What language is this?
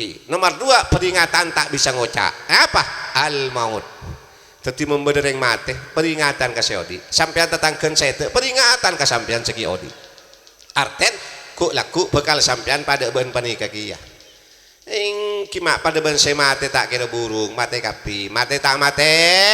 Madurese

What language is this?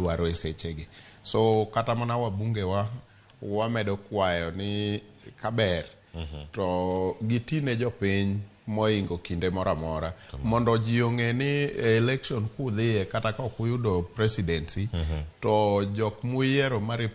Luo (Kenya and Tanzania)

